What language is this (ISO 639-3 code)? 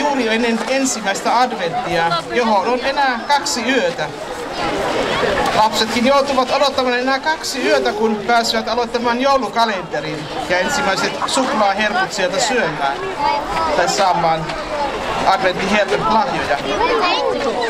fin